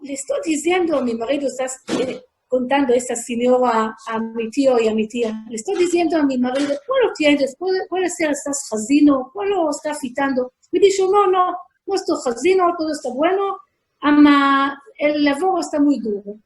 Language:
Ladino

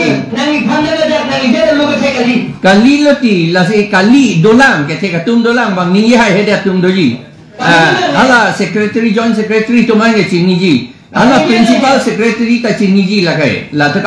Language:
Karbi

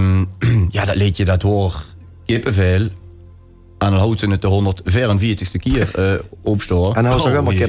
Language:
Limburgish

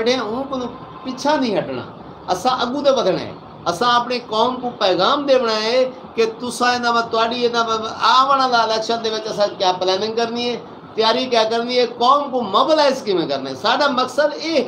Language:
Saraiki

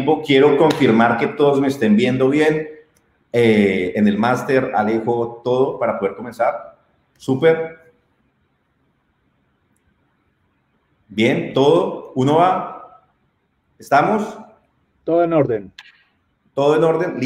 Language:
Spanish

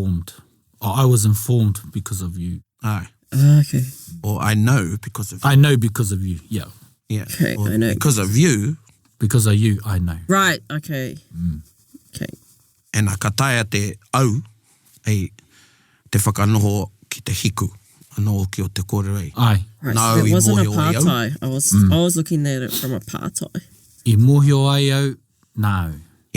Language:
Māori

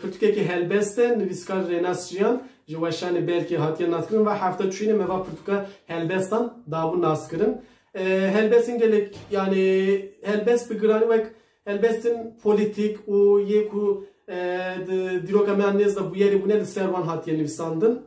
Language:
Kurdish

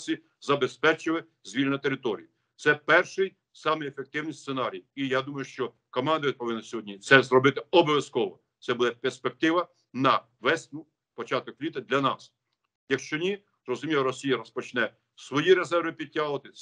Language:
Ukrainian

